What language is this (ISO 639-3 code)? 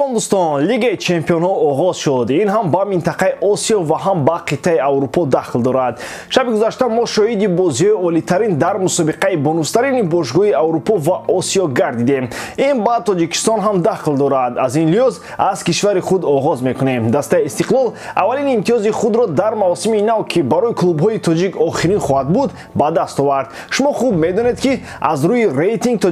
tgk